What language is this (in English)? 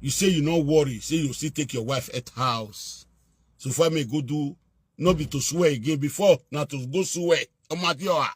Nigerian Pidgin